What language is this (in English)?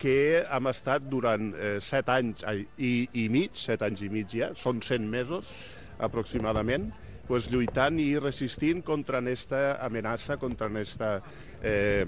Catalan